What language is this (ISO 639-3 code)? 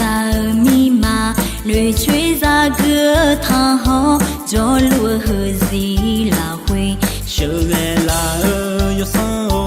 ahk